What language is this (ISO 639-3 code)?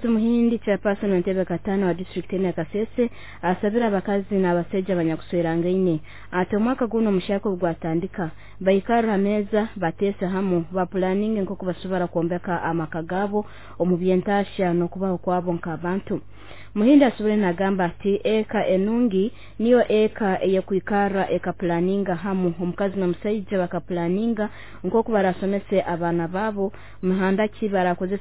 nyo